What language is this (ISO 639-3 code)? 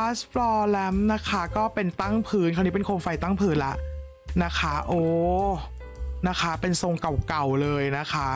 tha